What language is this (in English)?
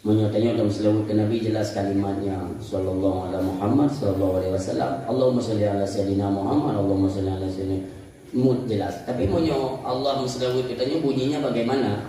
Achinese